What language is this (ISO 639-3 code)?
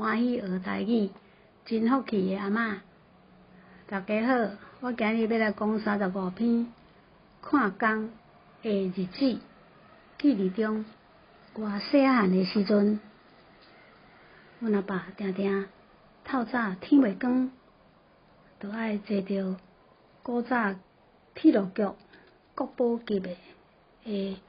nan